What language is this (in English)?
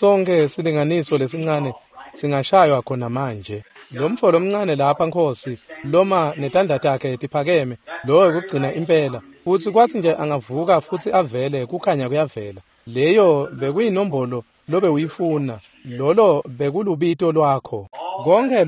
Swati